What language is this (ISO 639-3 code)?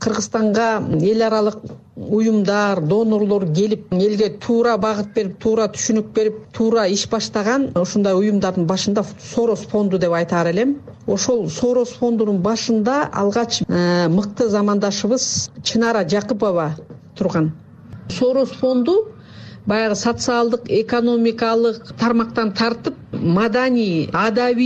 kir